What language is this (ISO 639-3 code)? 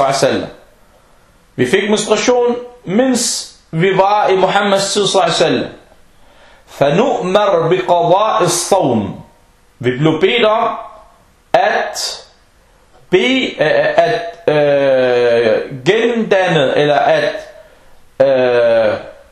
dan